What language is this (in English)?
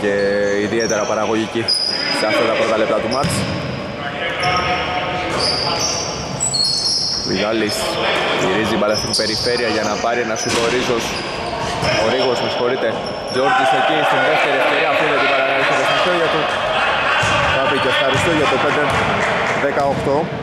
Greek